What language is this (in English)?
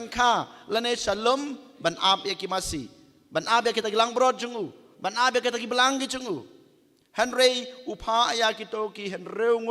Khasi